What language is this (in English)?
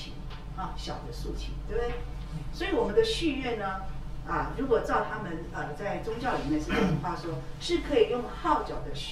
Chinese